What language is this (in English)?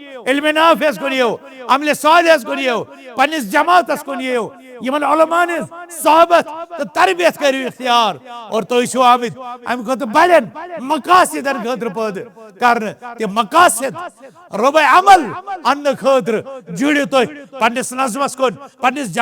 Kashmiri